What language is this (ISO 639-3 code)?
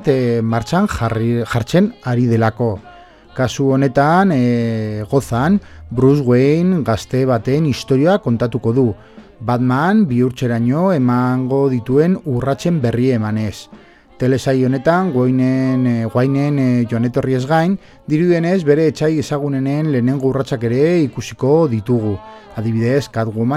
eus